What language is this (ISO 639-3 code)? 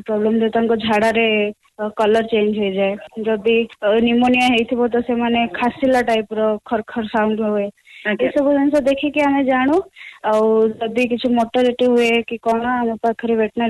ori